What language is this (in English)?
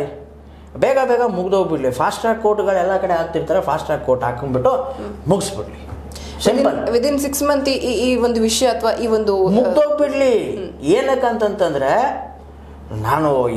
Kannada